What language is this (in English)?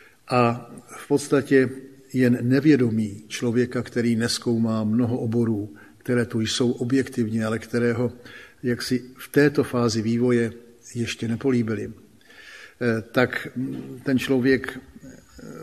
Czech